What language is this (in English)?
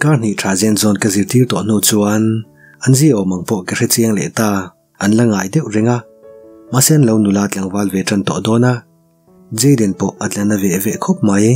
Mizo